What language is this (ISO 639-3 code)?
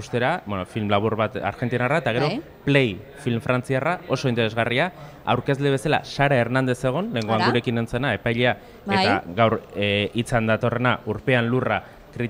eus